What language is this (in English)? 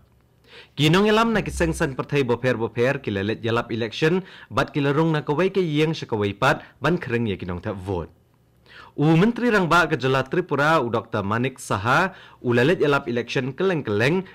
Khasi